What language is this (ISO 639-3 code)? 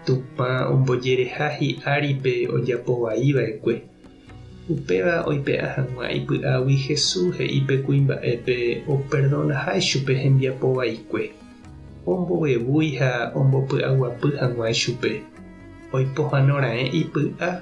grn